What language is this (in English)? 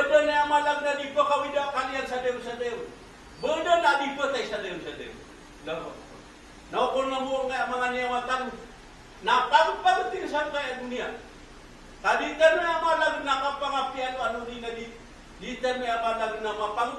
Maranao